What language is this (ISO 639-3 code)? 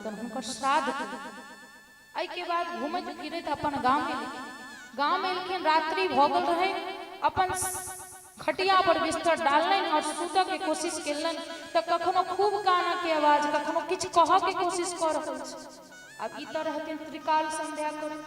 mai